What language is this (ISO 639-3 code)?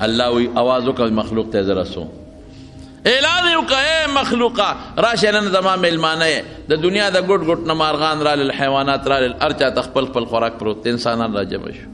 pus